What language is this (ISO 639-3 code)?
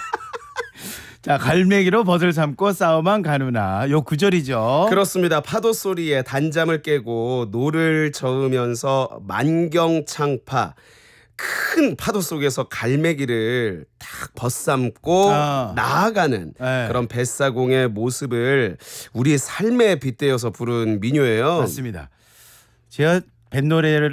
kor